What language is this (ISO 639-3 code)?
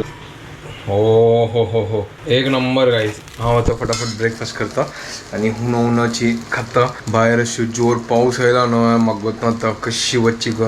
kok